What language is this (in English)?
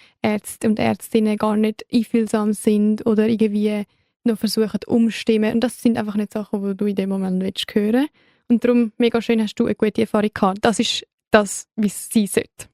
Swiss German